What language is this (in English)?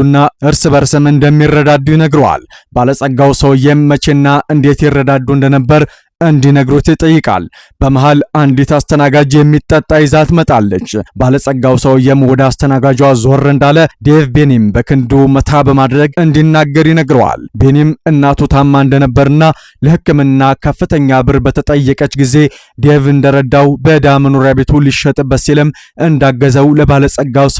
Amharic